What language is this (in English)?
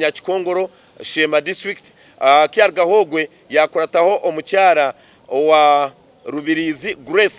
Nyankole